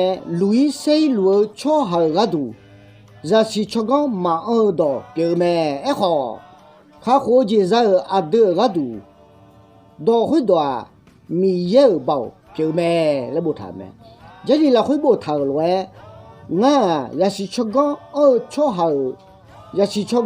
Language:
Akha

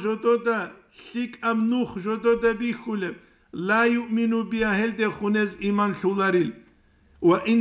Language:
Avaric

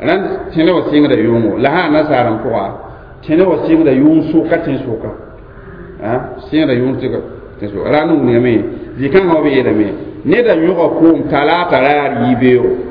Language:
Mossi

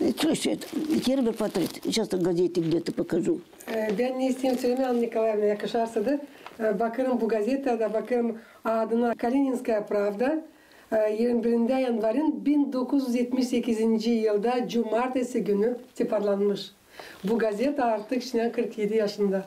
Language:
Gagauz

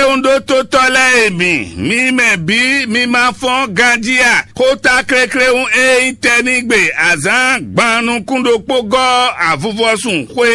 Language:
Fon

